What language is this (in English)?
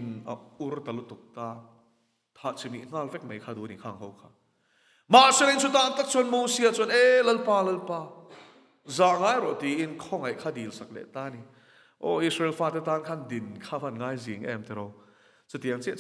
Mizo